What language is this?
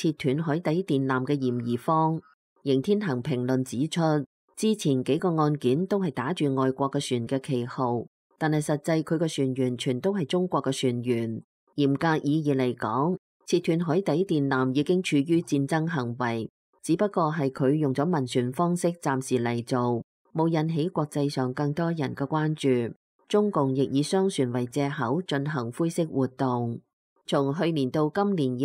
Cantonese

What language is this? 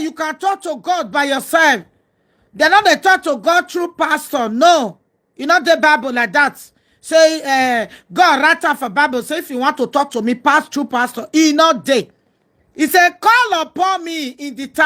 Nigerian Pidgin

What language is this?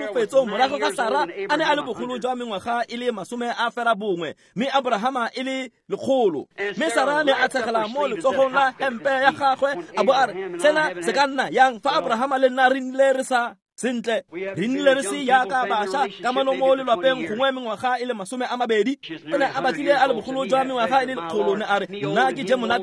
Tswana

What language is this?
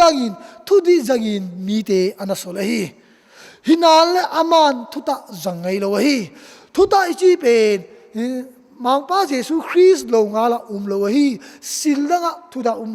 Tedim Chin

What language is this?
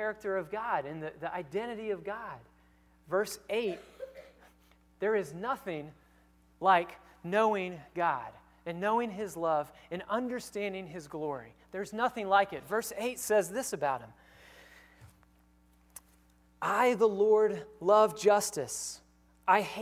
English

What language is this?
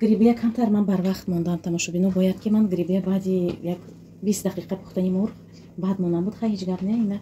Tajik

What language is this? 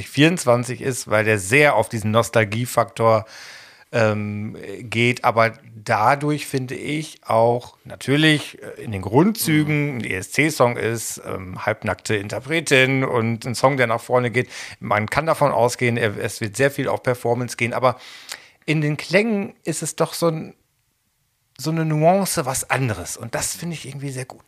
German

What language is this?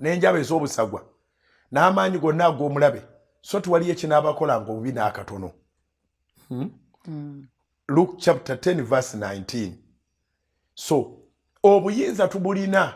Ganda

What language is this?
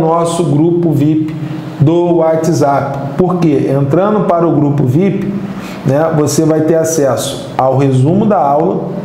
Portuguese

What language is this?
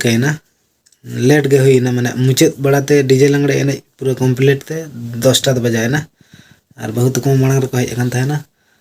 Santali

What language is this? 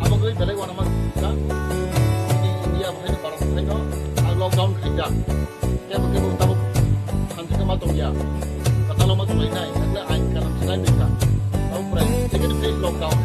Kok Borok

